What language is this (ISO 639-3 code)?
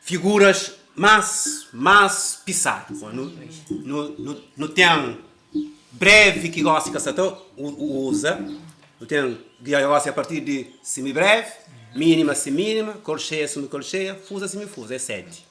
kea